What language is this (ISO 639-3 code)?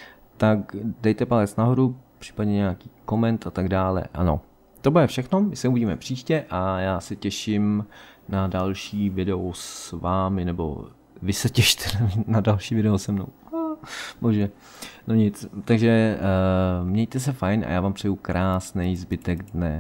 ces